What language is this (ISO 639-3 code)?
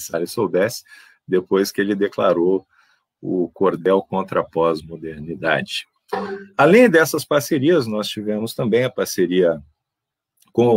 por